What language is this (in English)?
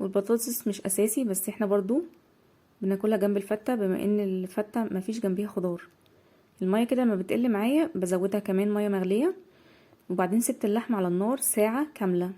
Egyptian Arabic